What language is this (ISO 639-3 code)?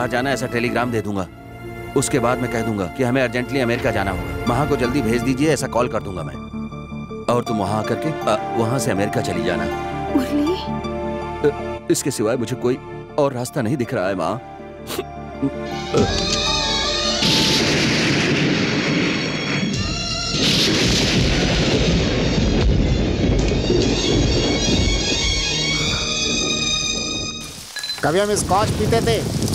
hin